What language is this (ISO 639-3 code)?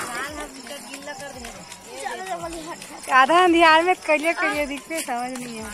hne